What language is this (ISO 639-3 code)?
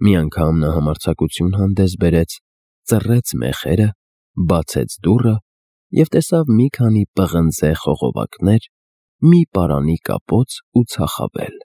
hye